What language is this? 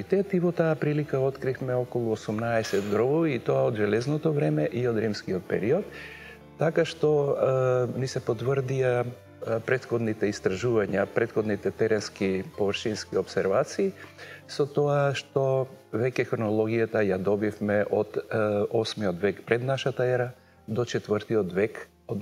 Macedonian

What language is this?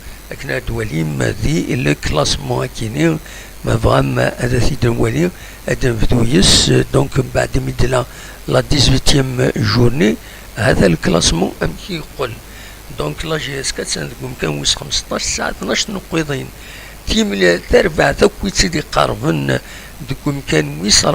Kabyle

